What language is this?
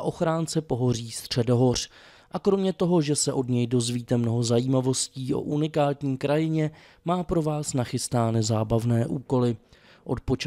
Czech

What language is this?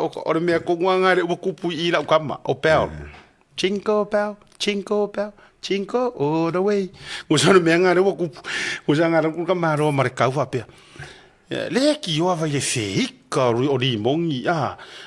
Samoan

